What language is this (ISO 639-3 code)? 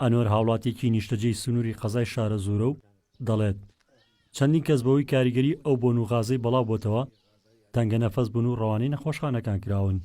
ckb